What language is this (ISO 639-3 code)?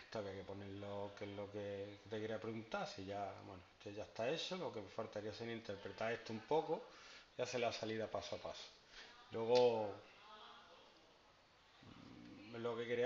spa